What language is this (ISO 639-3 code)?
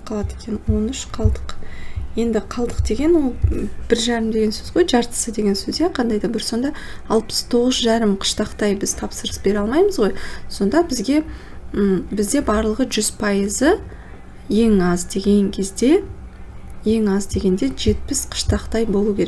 kaz